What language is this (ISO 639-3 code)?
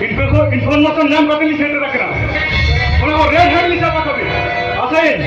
sat